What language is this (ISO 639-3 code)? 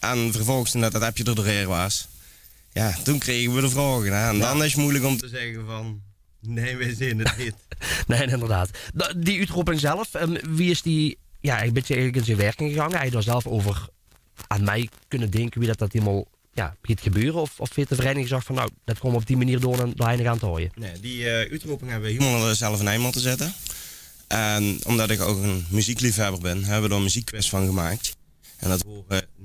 lim